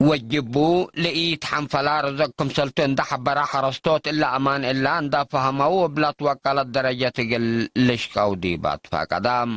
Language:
Tigre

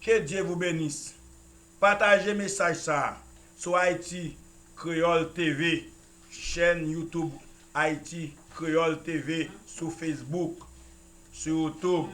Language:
Haitian Creole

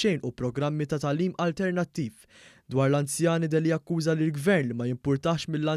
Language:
Maltese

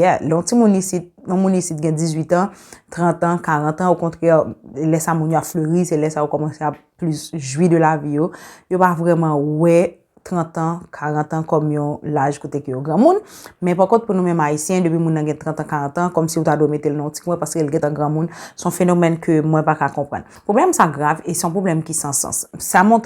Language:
Haitian Creole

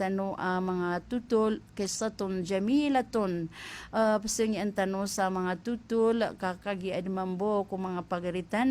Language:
Maranao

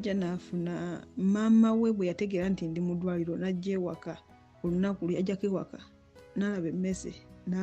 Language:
Ganda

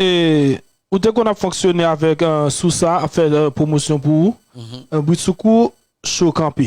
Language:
Haitian Creole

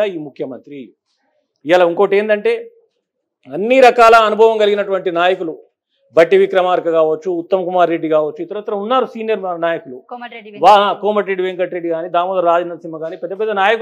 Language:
Telugu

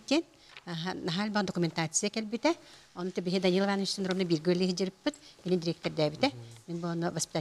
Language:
Yakut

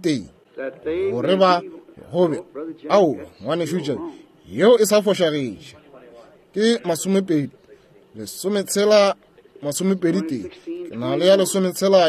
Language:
Northern Sotho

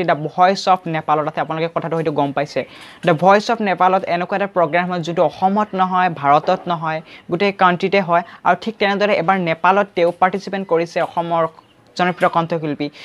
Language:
Assamese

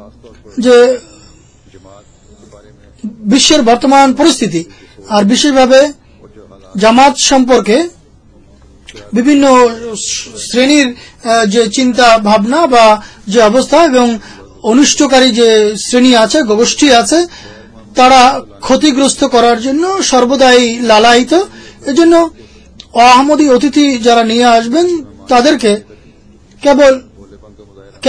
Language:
Bangla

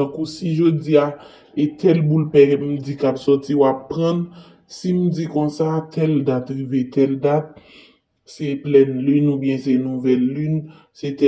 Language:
Haitian Creole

